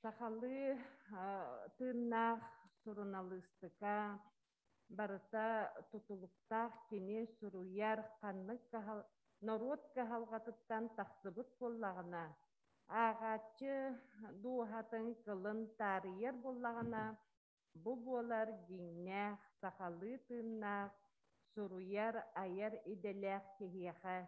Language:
Yakut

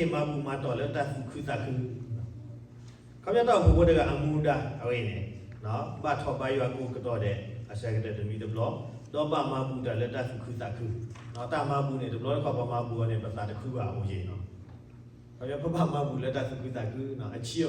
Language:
S'gaw Karen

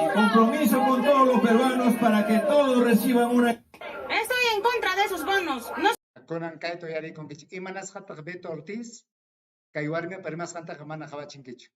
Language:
Ayacucho Quechua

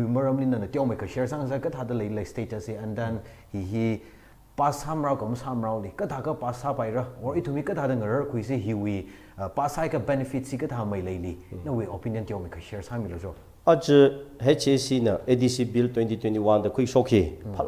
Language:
Tangkhul Naga (India)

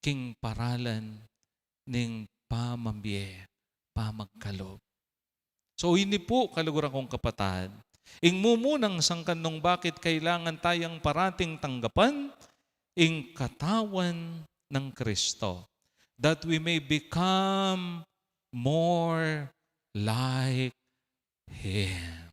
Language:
Pampanga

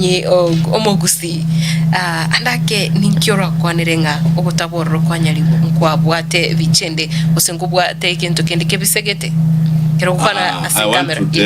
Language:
Gusii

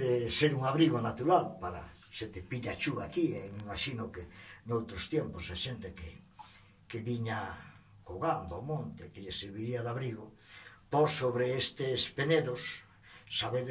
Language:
Galician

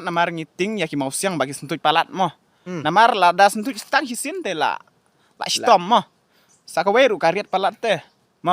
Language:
Khasi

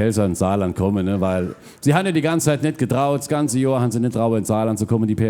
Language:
Palatine German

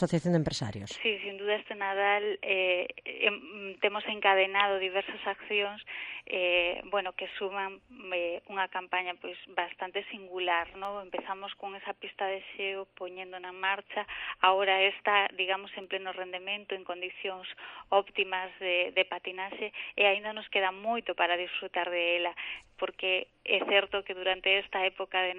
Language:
Galician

